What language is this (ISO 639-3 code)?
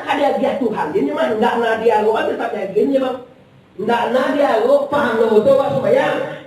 min